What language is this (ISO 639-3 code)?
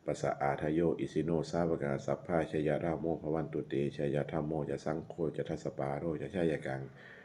pli